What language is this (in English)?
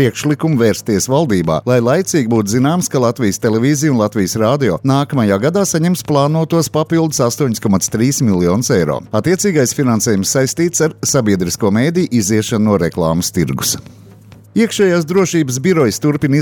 Latvian